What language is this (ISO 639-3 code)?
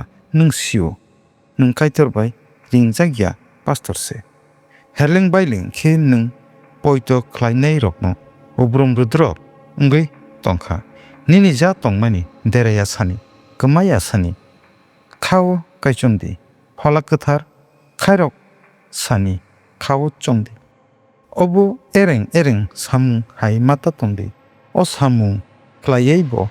trp